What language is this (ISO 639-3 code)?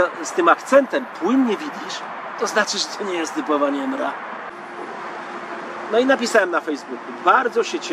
pol